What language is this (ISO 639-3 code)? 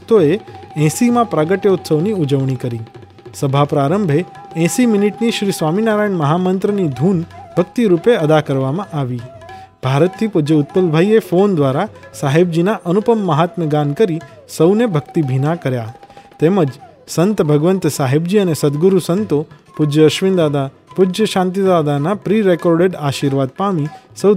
guj